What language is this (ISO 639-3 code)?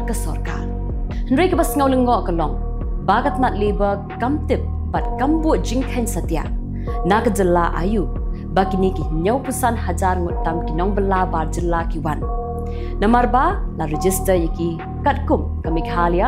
kha